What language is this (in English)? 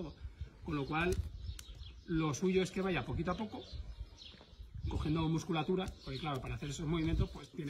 Spanish